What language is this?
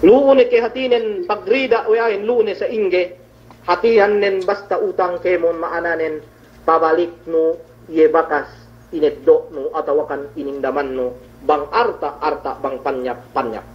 Yakan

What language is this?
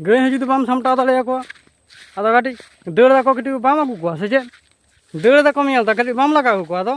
Santali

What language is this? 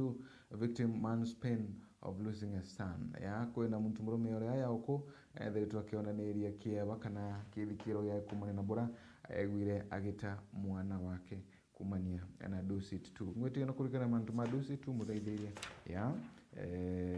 Meru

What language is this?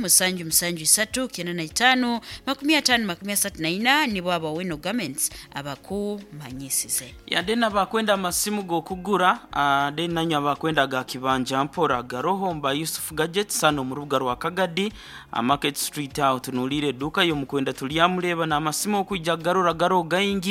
Nyoro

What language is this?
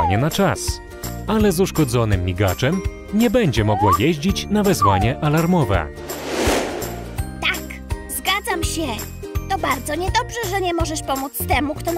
Polish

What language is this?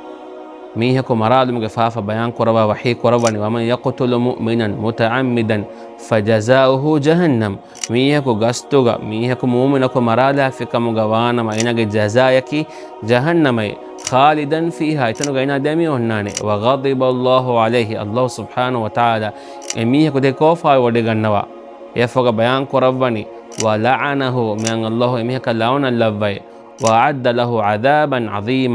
Divehi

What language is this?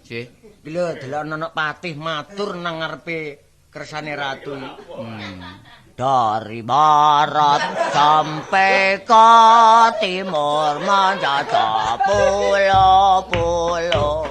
Javanese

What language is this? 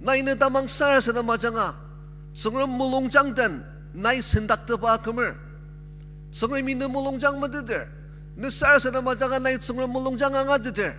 Ao Naga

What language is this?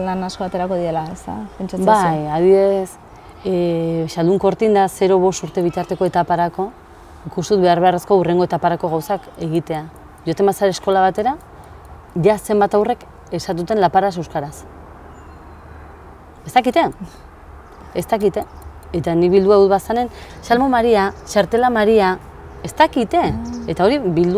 Basque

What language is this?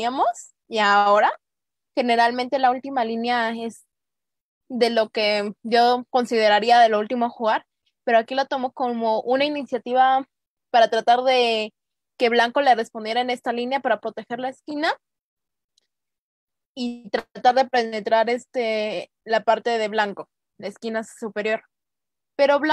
Spanish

